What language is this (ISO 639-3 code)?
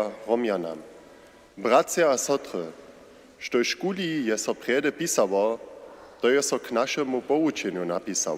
hsb